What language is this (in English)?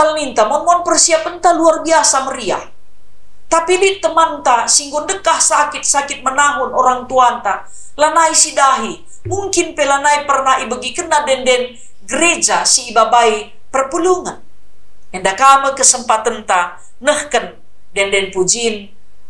Batak Karo